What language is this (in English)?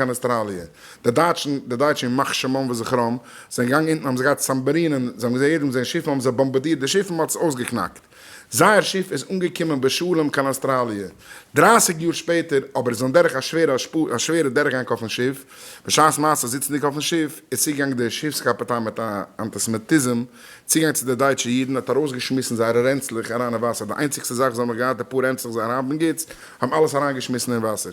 Yiddish